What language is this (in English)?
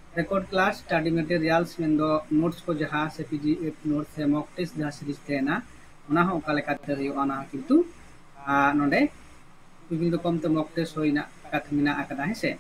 Santali